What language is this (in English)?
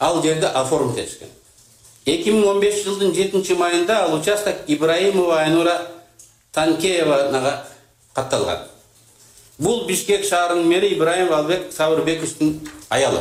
Kyrgyz